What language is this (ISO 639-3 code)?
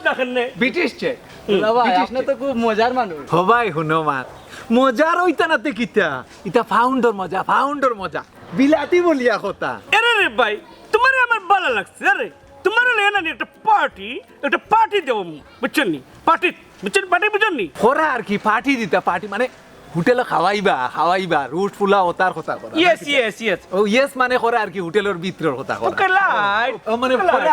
syl